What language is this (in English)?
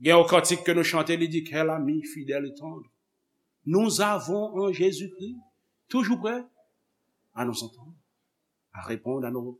Haitian Creole